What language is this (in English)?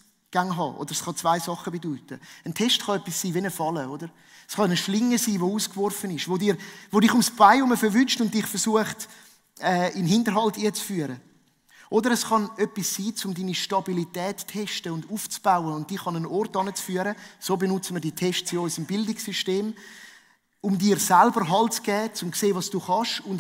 Swiss German